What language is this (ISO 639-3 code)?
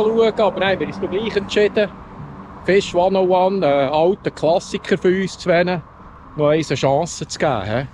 gsw